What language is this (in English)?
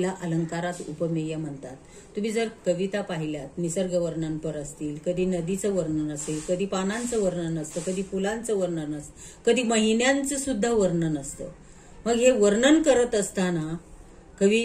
Marathi